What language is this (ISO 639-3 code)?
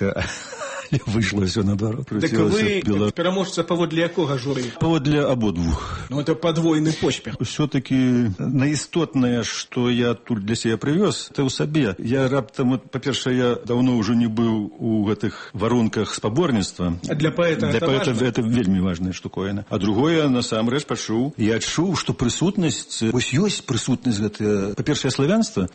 bel